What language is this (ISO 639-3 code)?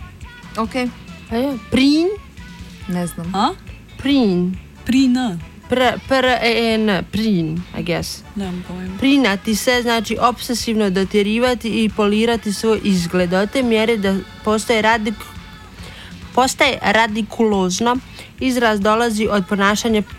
hrv